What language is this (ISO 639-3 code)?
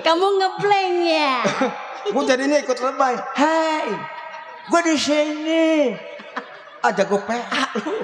bew